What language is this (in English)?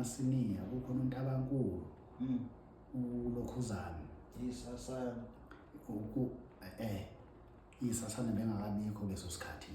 Zulu